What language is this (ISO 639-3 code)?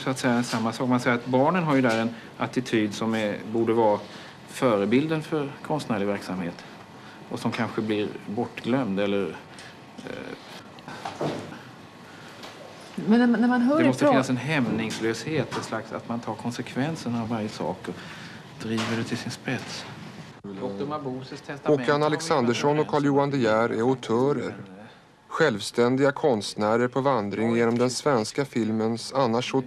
swe